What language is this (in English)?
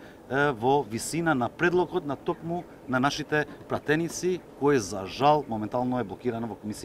Macedonian